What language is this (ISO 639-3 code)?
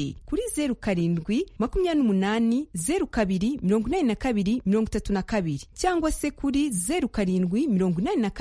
kin